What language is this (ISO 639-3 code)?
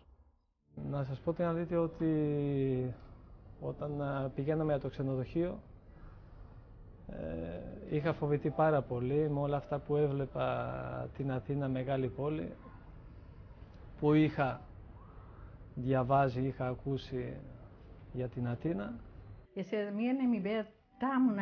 ell